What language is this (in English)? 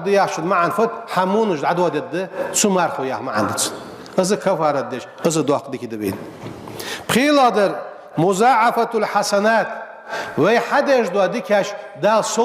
Ingush